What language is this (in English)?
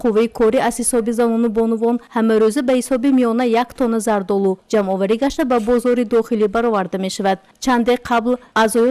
Tajik